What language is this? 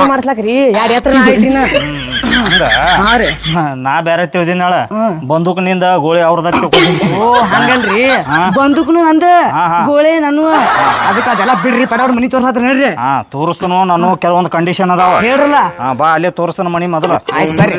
Kannada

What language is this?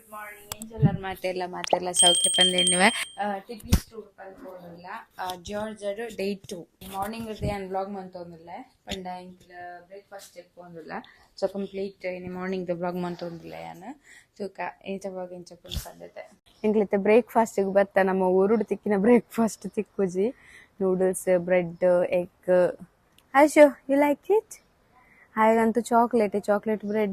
Tulu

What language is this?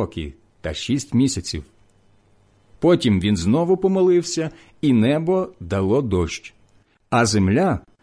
Ukrainian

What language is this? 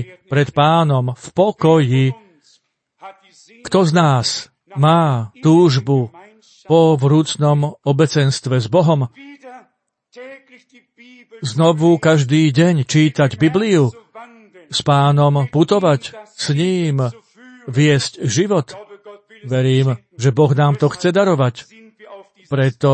Slovak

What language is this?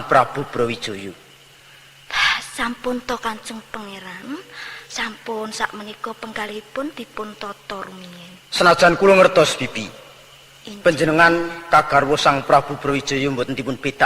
Javanese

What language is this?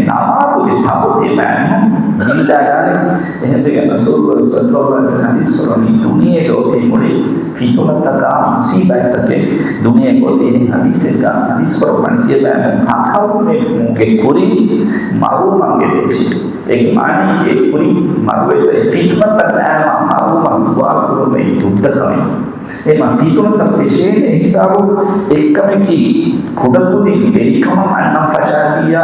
Divehi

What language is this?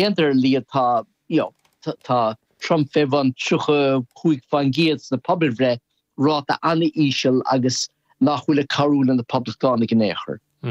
Irish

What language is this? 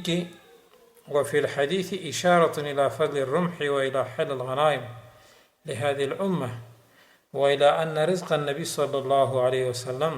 Pashto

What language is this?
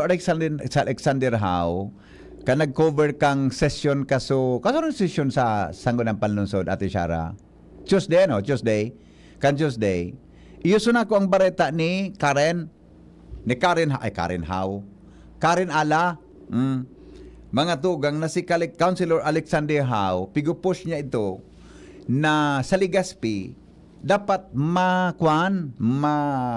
Bikol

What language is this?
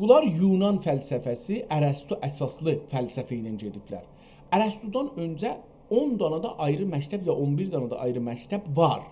South Azerbaijani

